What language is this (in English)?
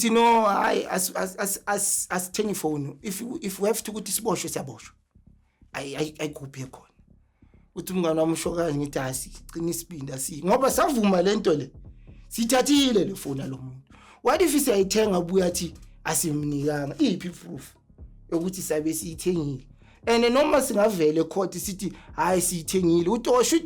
Zulu